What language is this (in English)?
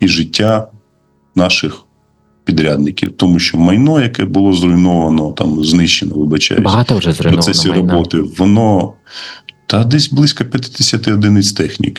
Ukrainian